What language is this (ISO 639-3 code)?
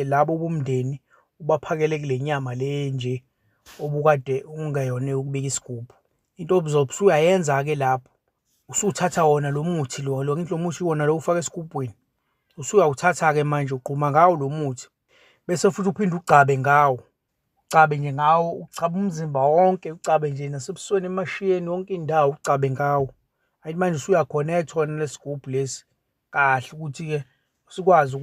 zul